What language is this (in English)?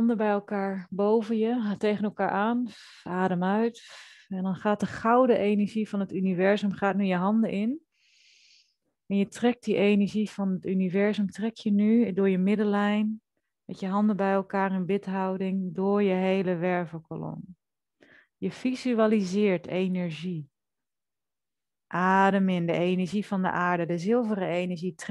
Dutch